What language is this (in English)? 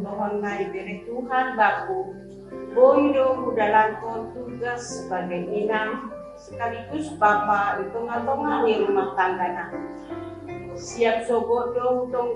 Batak Simalungun